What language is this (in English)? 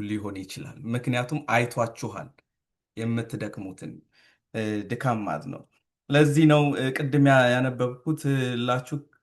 Amharic